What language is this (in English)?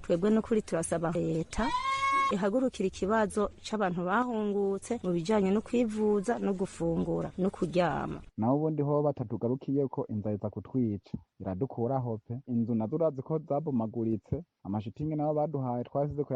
Rundi